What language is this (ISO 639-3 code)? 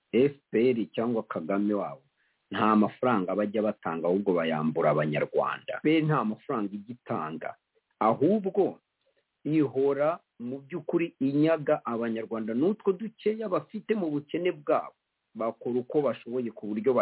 kin